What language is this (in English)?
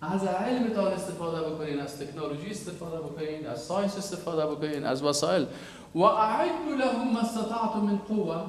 Persian